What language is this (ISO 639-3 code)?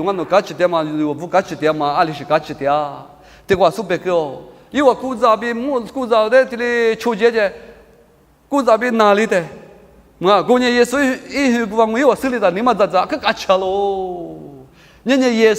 lis